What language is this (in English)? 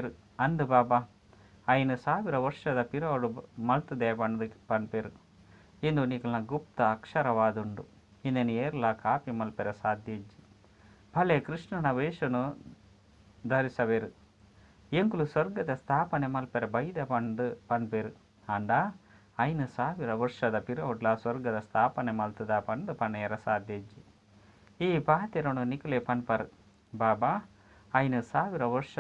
Tulu